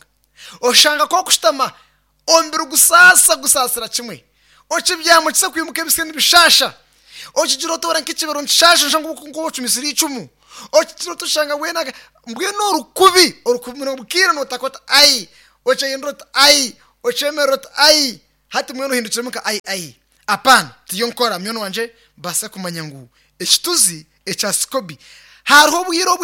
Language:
Nyankole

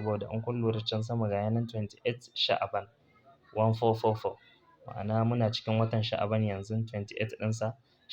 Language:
Hausa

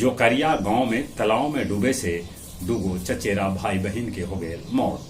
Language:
Magahi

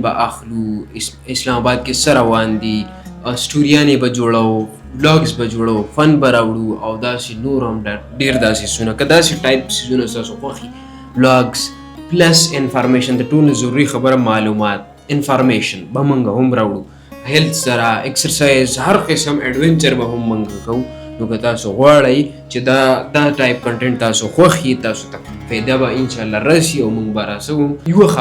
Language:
Pashto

